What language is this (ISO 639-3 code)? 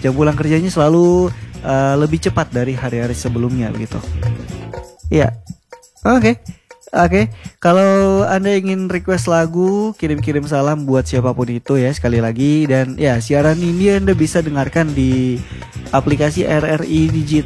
ind